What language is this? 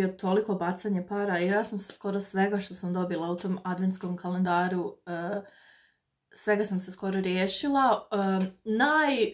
Croatian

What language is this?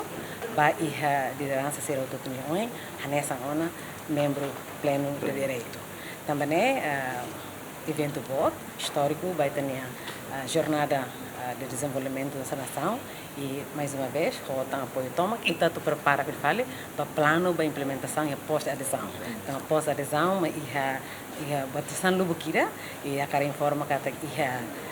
Tetum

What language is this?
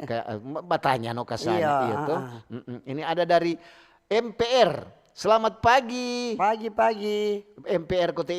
Manado Malay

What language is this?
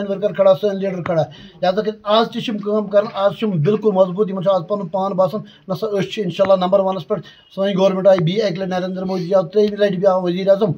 Kashmiri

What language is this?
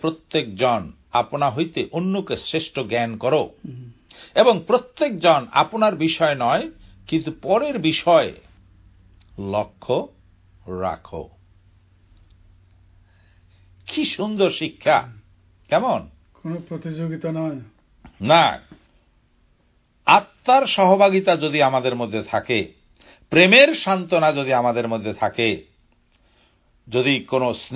Bangla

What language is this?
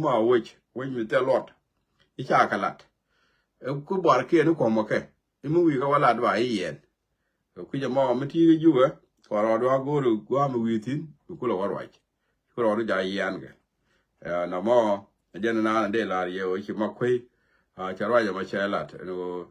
Nuer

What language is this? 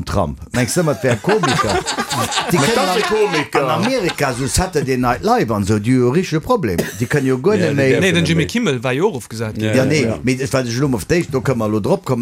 Luxembourgish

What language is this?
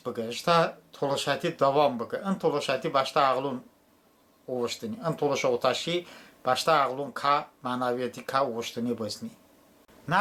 Talysh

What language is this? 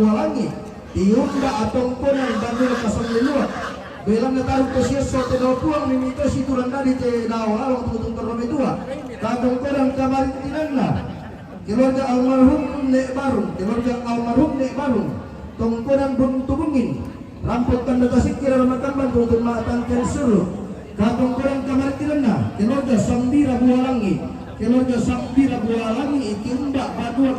Toraja-Sa'dan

